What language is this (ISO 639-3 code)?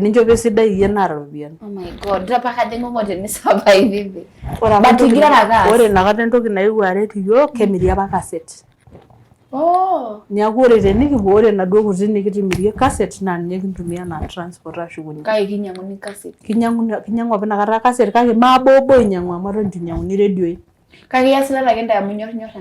mas